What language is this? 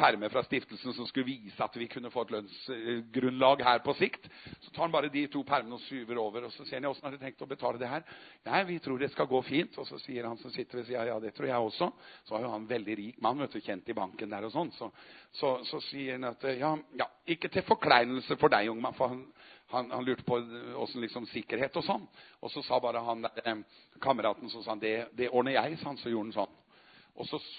Norwegian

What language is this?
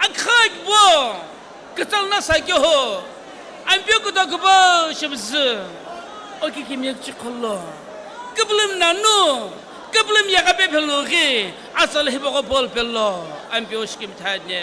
Sumi Naga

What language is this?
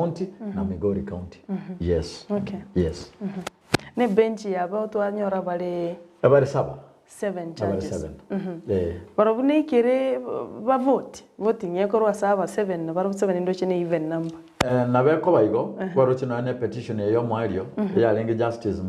Gusii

